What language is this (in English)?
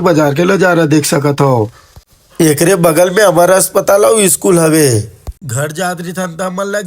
Chhattisgarhi